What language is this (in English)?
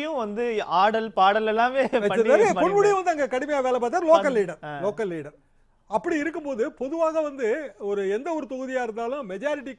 Tamil